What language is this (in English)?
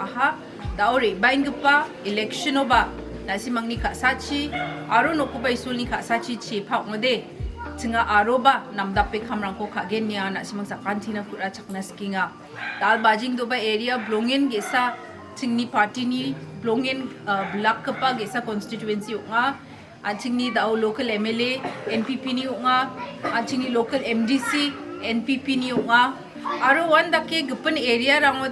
Garo